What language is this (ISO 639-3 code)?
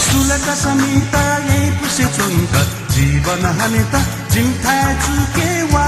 new